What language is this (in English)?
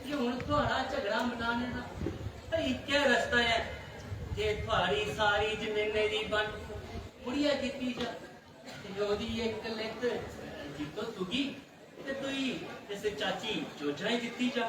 Dogri